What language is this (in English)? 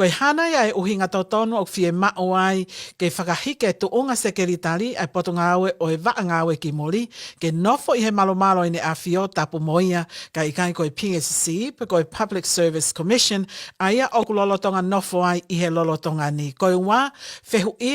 Tongan